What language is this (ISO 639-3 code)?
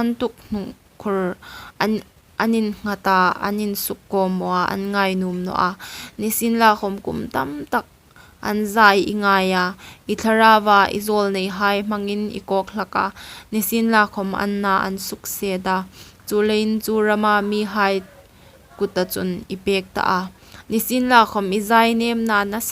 hmr